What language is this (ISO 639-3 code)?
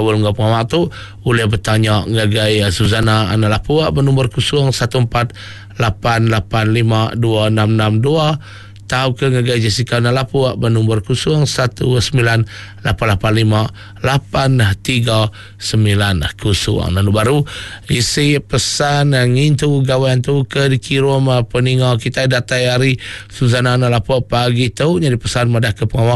iba